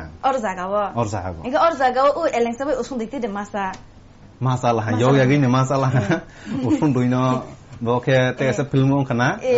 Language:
Kok Borok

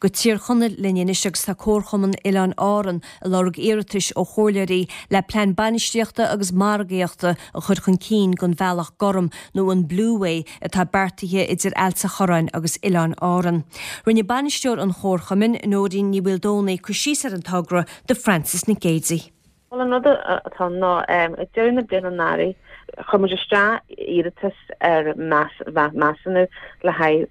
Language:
Irish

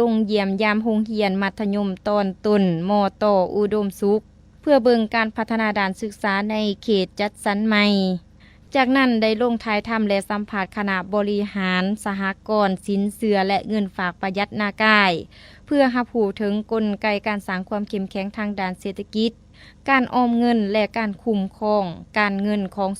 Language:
Lao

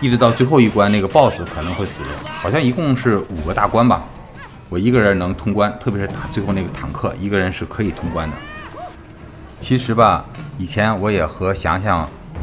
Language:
Chinese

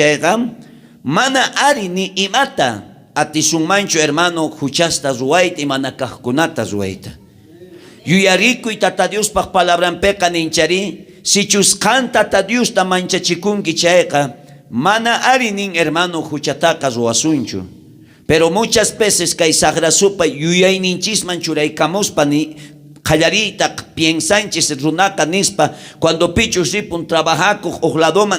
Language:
South Bolivian Quechua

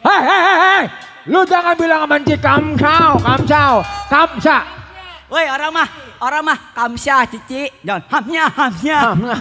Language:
Betawi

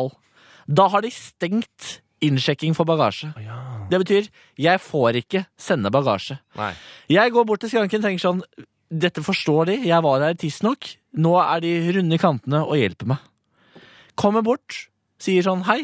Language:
Norwegian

